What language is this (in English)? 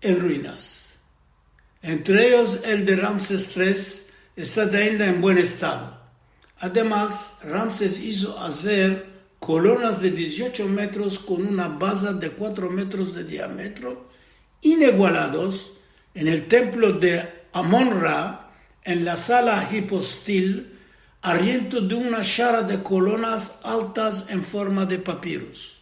Ladino